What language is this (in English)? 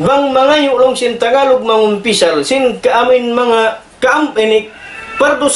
Tausug